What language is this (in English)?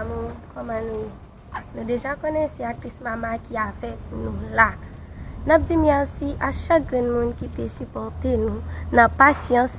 Haitian Creole